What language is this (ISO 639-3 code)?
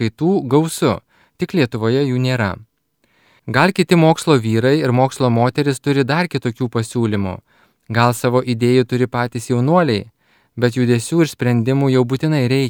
lit